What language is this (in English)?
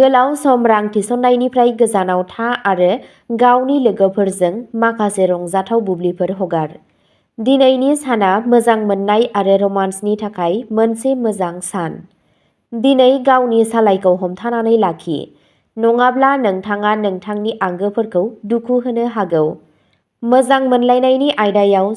Bodo